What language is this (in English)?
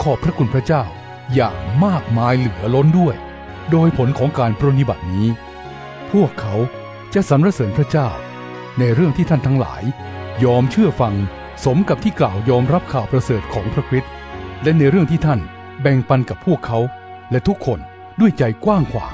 Thai